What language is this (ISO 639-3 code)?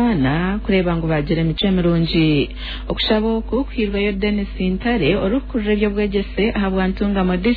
nyn